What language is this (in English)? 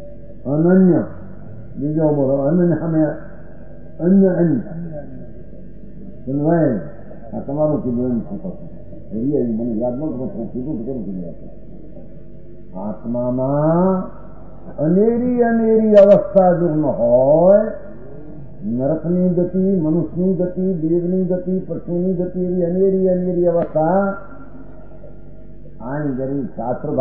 Gujarati